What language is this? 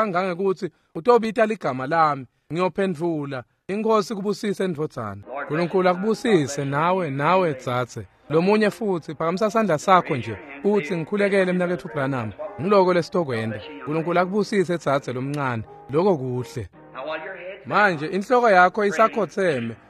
Swati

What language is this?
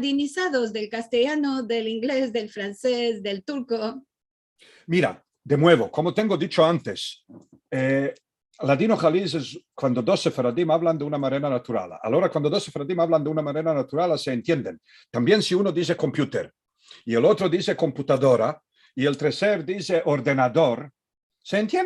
Ladino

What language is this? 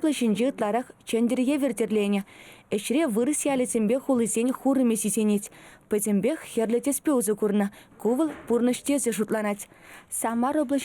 Chuvash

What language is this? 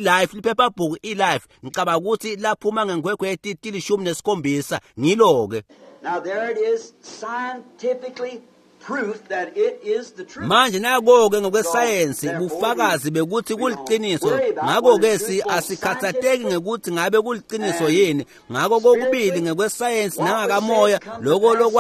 Swati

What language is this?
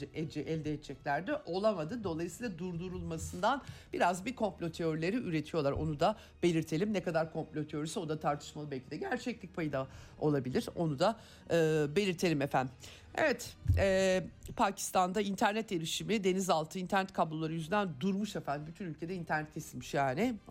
Turkish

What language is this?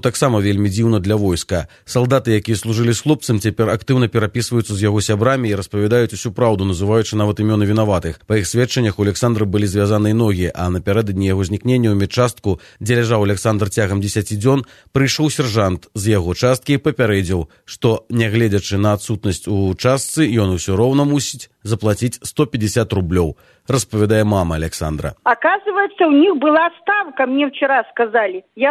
Belarusian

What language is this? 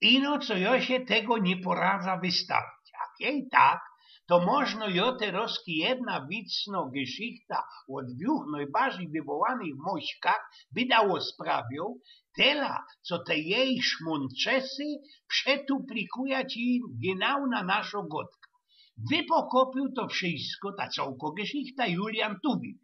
Silesian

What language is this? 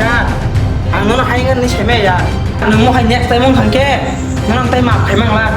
Kok Borok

